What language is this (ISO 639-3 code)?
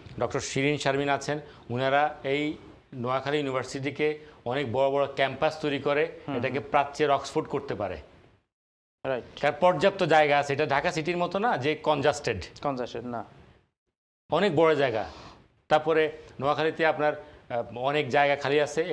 ben